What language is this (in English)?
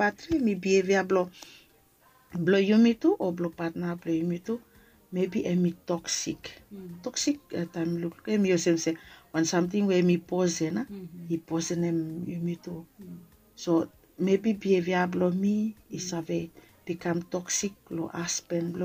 Bislama